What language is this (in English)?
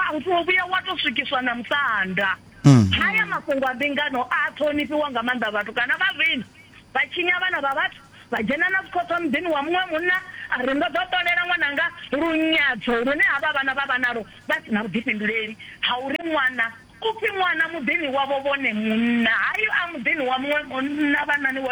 Venda